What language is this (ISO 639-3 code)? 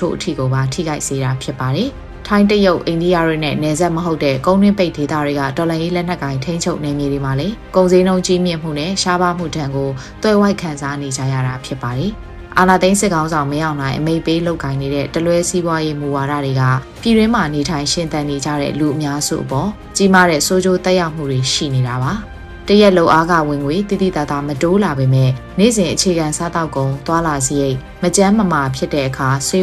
mya